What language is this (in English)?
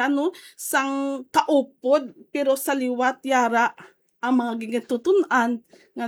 Hiligaynon